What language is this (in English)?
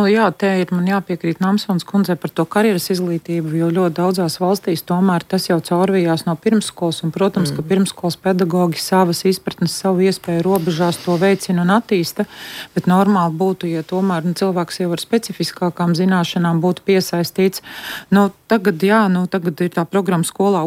Latvian